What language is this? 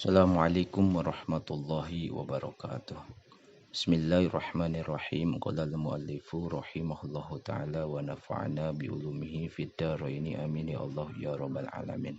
Sundanese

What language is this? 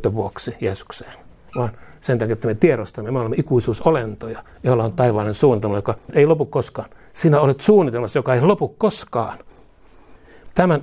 Finnish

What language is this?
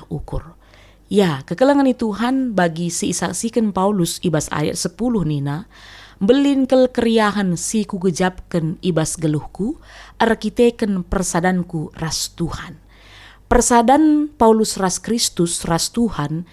Batak Karo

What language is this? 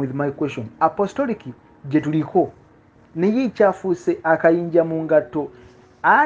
Ganda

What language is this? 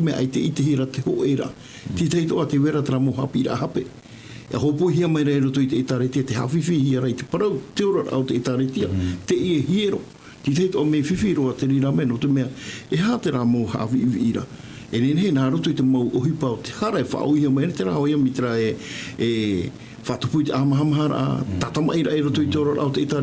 Tahitian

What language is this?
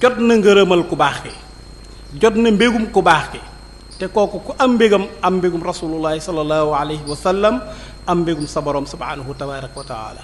Wolof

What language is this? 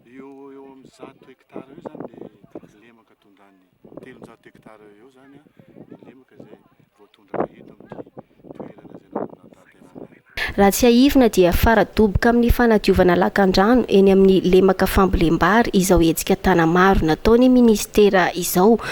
Malagasy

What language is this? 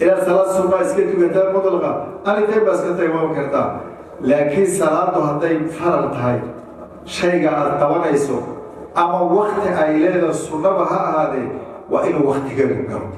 Somali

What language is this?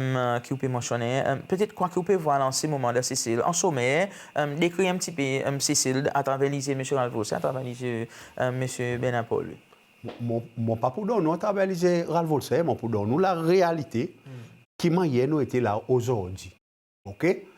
Seselwa Creole French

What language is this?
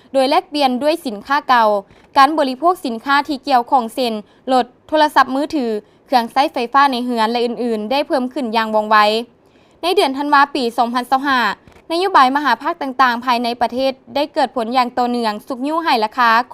Lao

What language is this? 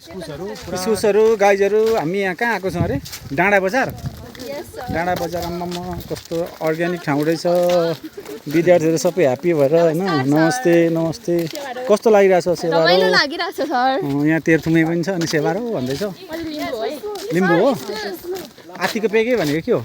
Nepali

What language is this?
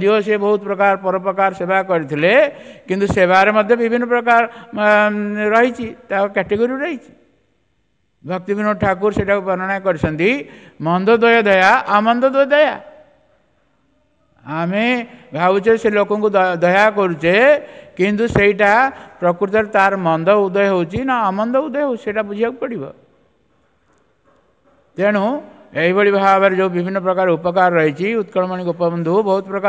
Odia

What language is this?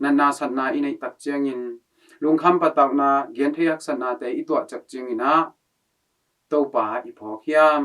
Tedim Chin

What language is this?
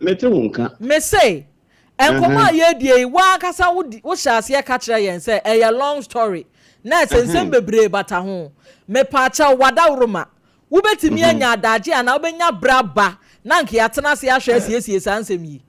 Akan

